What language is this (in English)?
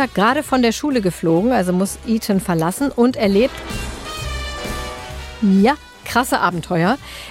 German